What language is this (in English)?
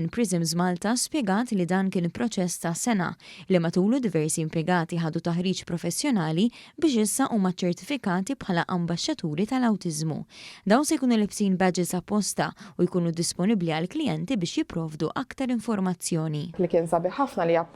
Maltese